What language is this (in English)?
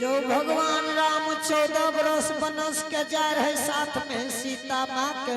Angika